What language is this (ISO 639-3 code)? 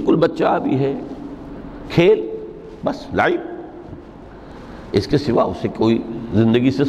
urd